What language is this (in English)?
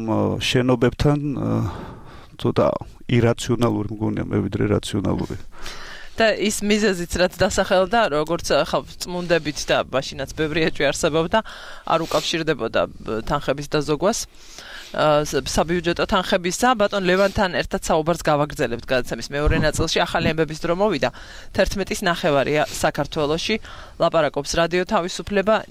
Georgian